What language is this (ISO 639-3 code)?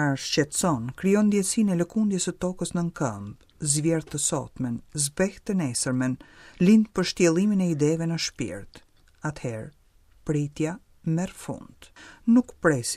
sqi